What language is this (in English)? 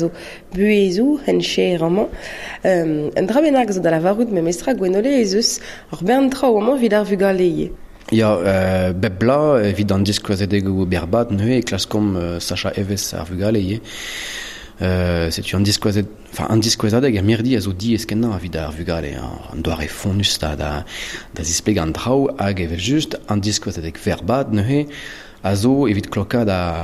Breton